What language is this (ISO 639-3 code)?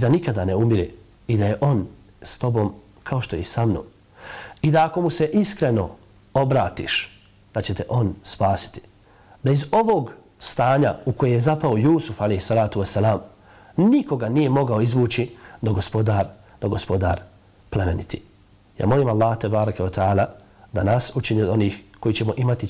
bos